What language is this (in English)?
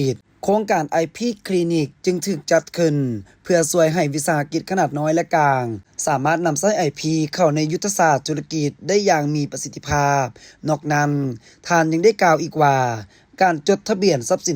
Lao